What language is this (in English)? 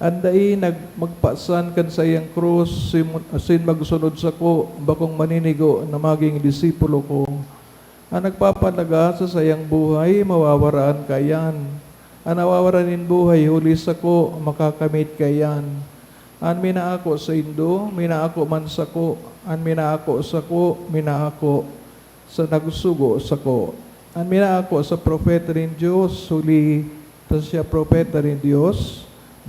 Bikol